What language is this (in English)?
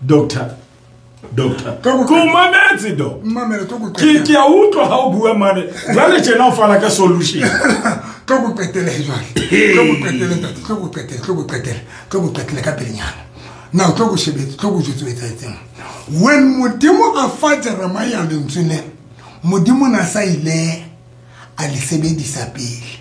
Southern Sotho